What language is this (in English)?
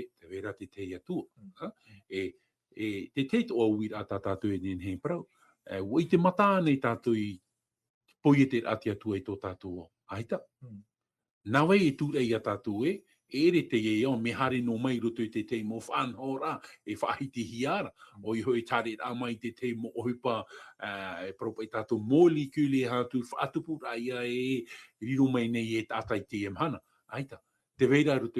Tahitian